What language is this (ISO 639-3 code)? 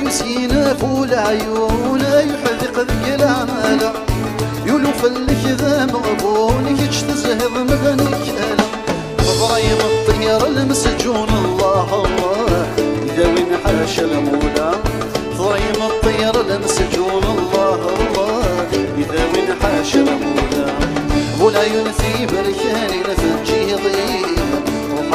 kab